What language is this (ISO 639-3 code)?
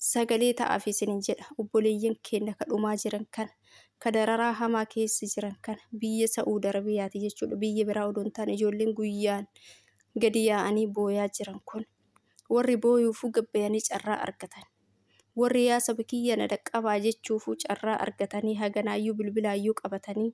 orm